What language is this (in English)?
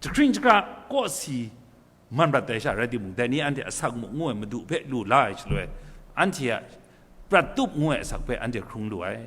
Kachin